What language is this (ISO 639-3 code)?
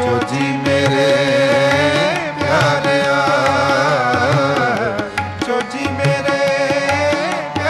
pan